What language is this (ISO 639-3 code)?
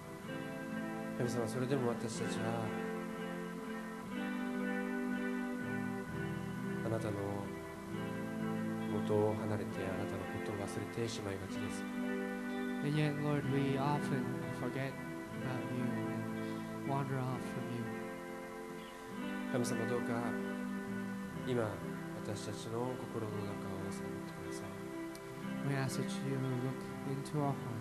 jpn